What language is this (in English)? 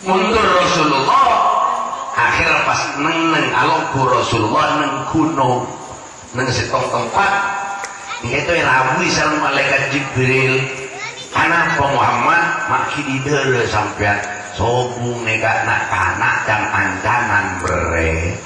Madurese